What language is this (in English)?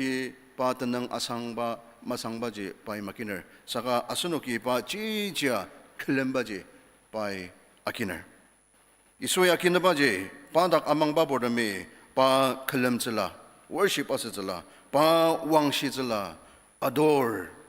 Ao Naga